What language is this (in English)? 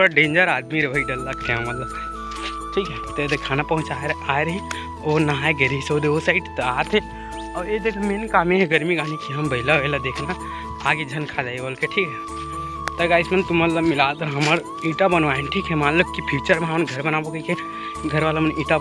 Chhattisgarhi